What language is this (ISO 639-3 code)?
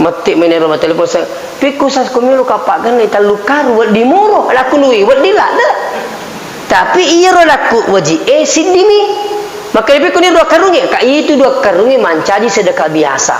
bug